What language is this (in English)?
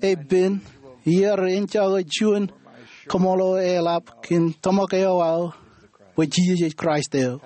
Marshallese